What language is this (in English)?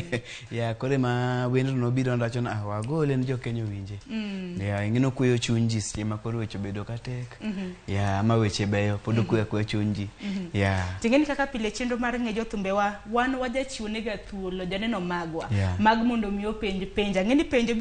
Luo (Kenya and Tanzania)